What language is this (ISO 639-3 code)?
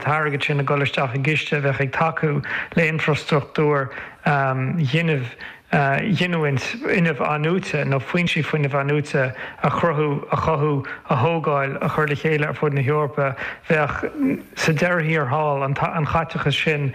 gle